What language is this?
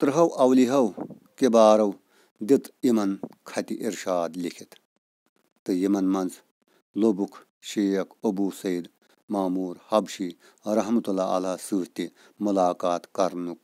Kashmiri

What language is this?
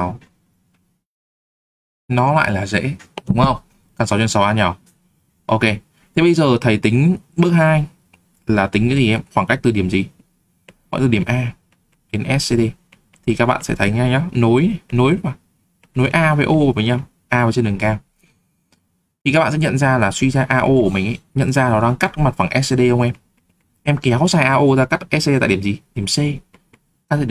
Vietnamese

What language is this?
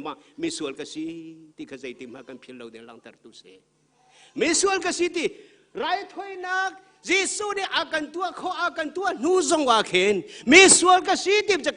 Hakha Chin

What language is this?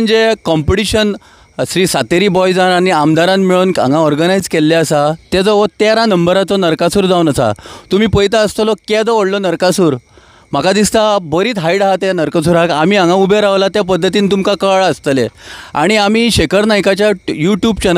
Konkani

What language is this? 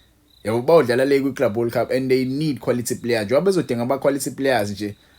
Zulu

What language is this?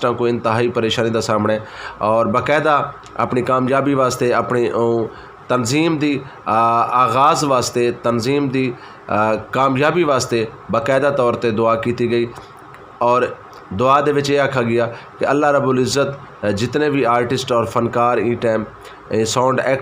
Western Panjabi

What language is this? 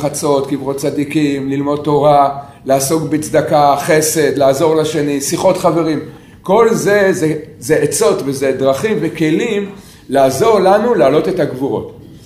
Hebrew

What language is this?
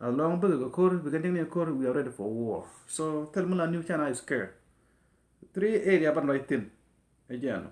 Nuer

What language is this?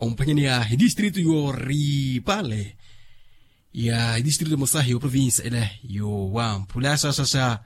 Makhuwa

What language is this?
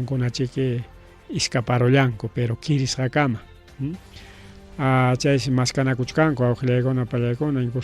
Ayacucho Quechua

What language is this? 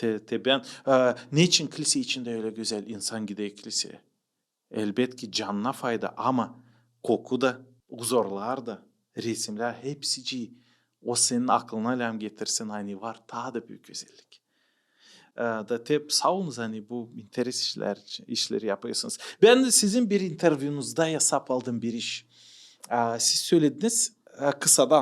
Gagauz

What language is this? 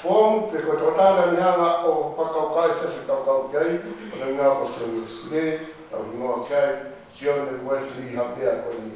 Tongan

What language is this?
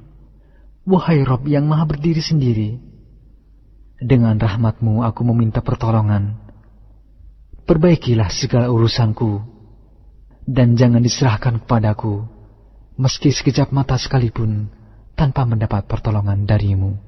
Indonesian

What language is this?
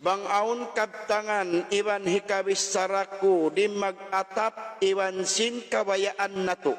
Tausug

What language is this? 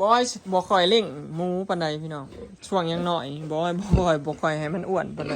Lao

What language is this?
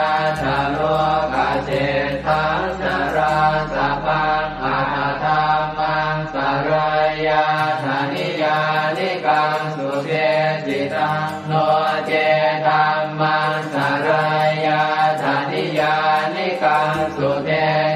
Pali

